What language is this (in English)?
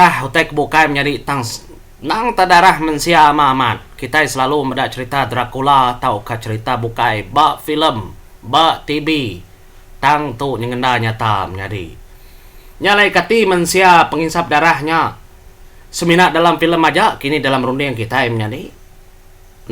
Iban